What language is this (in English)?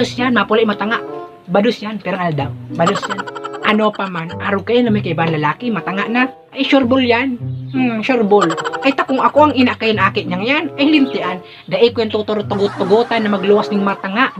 Bikol